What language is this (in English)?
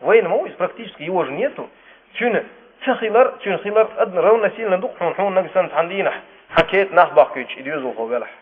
Chechen